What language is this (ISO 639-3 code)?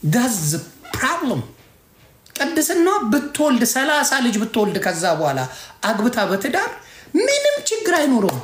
amh